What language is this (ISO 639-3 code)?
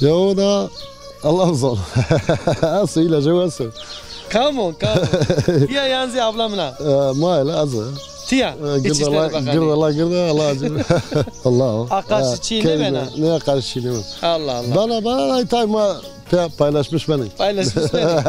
zza